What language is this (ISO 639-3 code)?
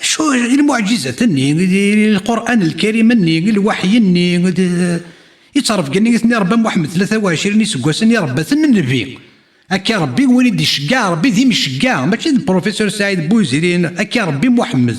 kab